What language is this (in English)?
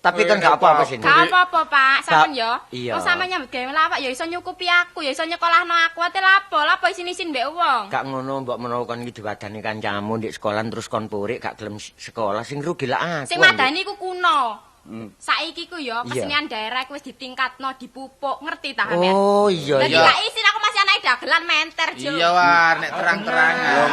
Javanese